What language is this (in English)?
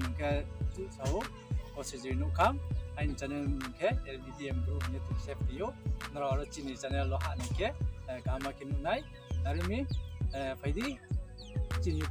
Riang (India)